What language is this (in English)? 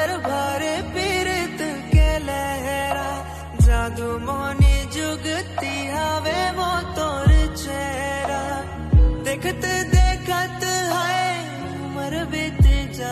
Chhattisgarhi